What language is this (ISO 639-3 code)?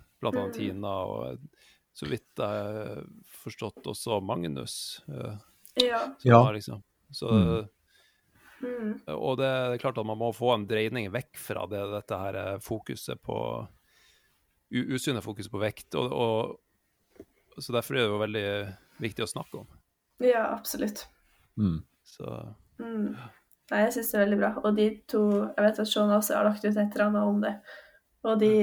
nor